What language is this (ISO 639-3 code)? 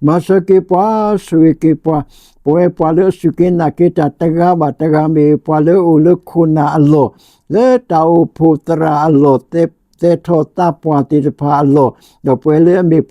ksw